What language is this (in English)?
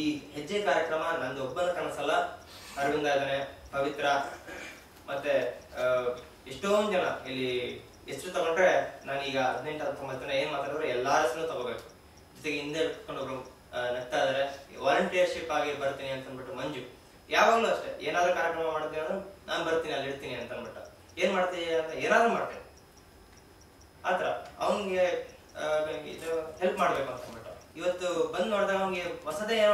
Kannada